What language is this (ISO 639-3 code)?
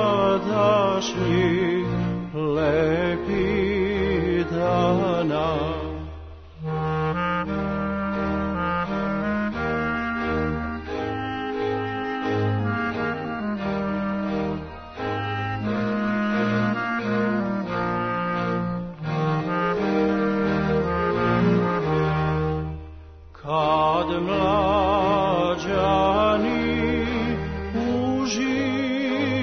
srp